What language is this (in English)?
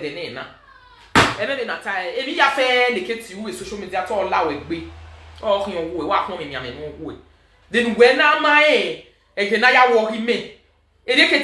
Nigerian Pidgin